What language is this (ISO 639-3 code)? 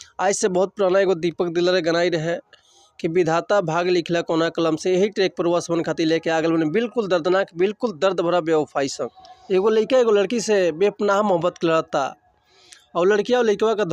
bho